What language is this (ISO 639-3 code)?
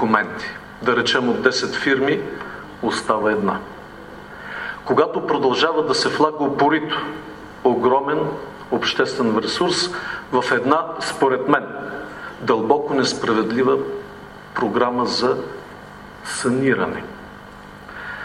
bul